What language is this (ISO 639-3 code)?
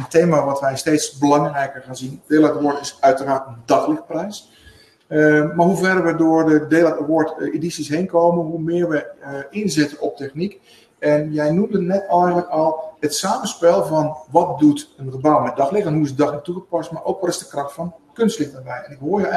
nld